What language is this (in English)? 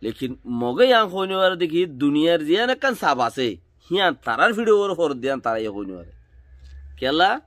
Rohingya